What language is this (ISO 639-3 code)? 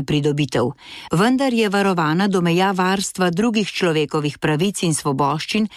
slv